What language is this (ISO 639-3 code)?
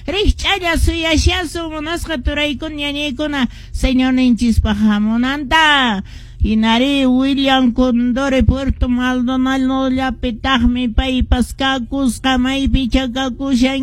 que